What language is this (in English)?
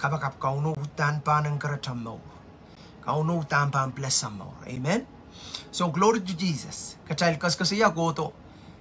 Pohnpeian